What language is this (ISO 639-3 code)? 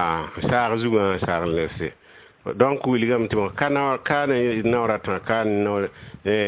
mos